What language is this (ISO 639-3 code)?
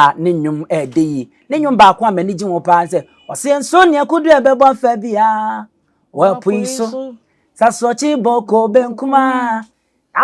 aka